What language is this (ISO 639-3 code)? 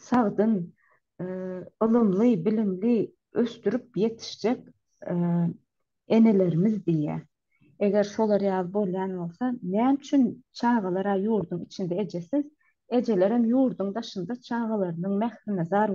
tuk